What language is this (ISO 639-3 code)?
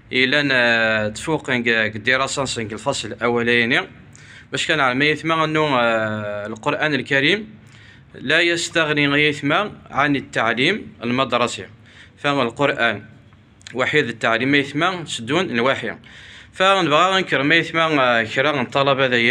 kab